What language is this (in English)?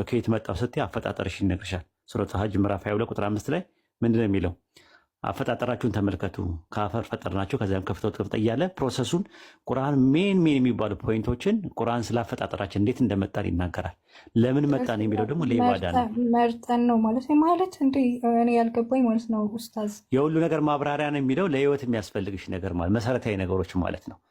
Amharic